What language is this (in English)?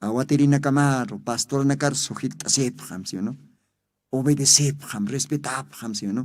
Aymara